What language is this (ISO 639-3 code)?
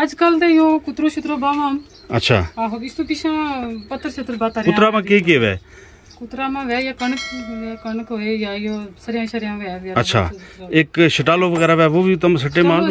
gju